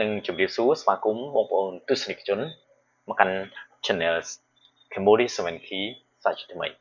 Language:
Khmer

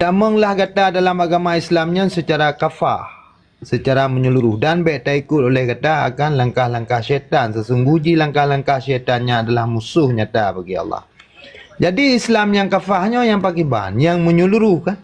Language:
Achinese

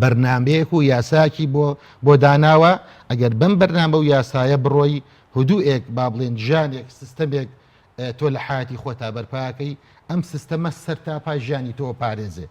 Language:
Central Kurdish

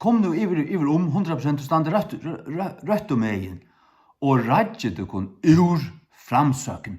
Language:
Faroese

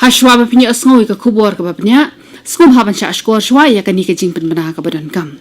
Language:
Khasi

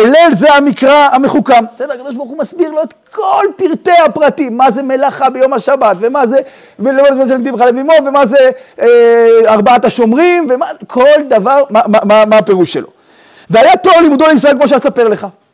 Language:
Hebrew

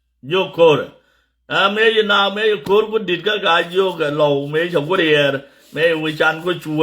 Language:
Nuer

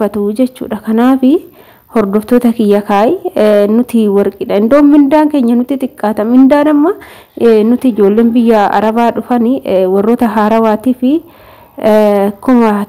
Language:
Oromo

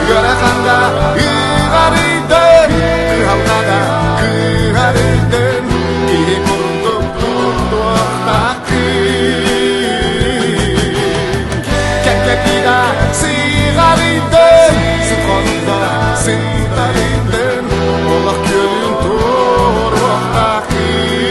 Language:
Yakut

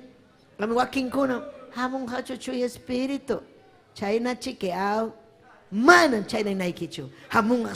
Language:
Ayacucho Quechua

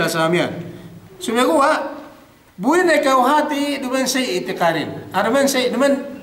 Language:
Yakan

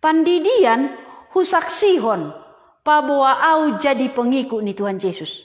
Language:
Batak Simalungun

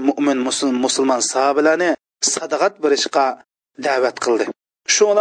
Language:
Uyghur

